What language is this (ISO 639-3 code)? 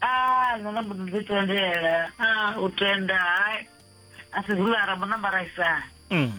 ven